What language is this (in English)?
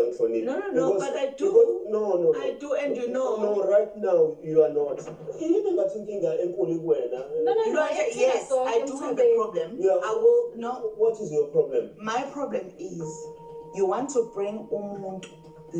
Zulu